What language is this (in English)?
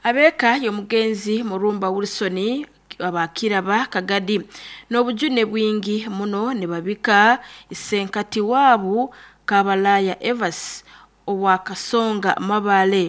Nyoro